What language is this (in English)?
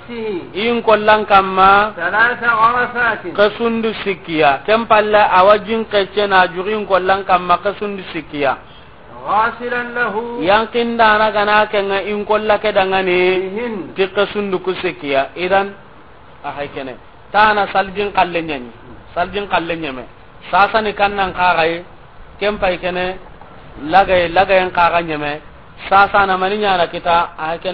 Soninke